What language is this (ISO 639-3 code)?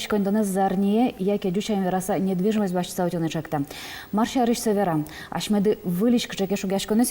udm